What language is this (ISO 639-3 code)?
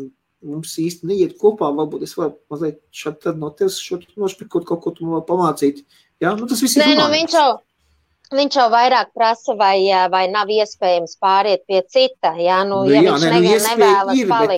lav